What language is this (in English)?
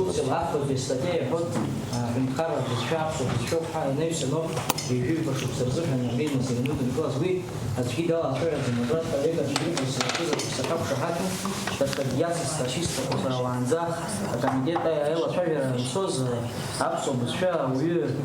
Abkhazian